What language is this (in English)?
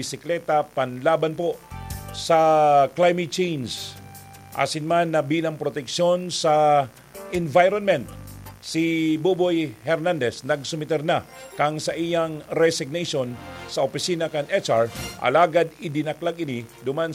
Bikol